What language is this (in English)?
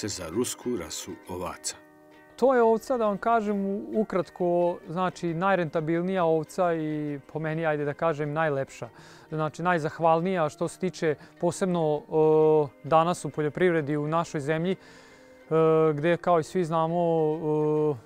Serbian